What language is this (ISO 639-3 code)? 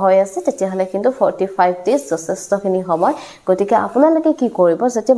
asm